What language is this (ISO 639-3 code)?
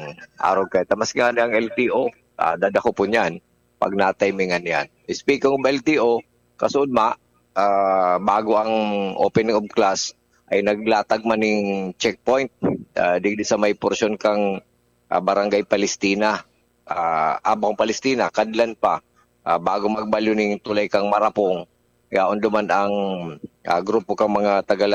bik